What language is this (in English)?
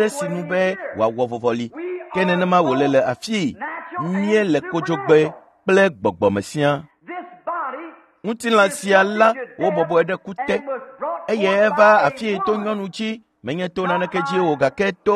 Ewe